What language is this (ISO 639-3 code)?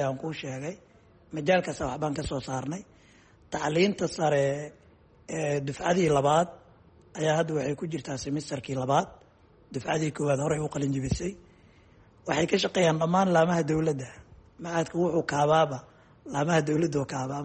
som